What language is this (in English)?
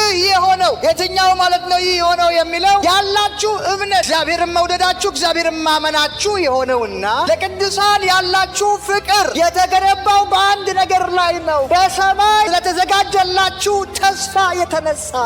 Amharic